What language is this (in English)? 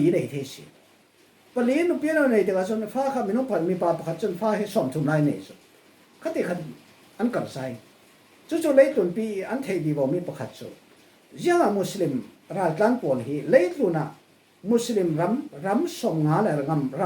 Falam Chin